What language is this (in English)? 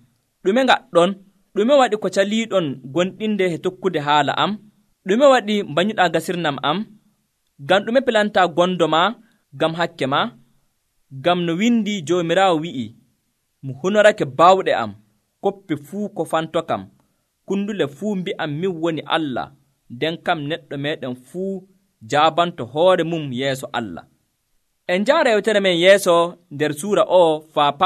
Nigerian Fulfulde